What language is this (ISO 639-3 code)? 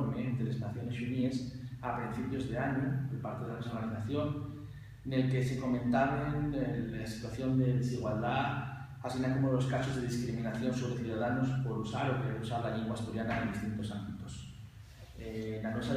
ast